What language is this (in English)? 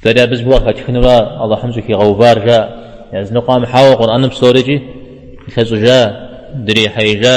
Kabardian